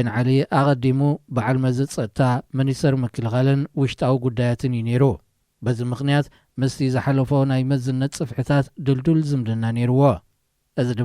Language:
Tigrinya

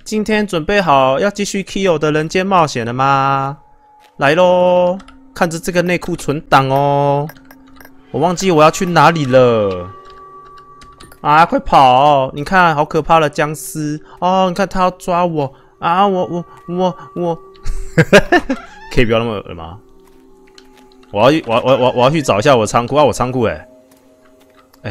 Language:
Chinese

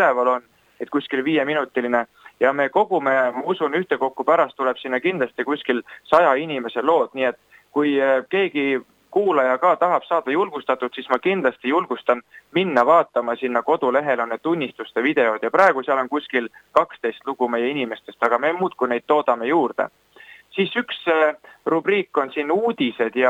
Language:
Estonian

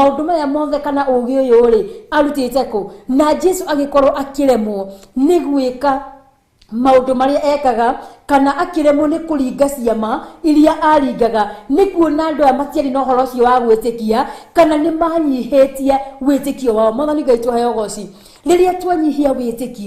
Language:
Kikuyu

